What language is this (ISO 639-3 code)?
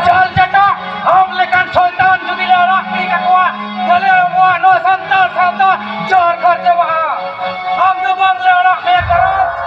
sat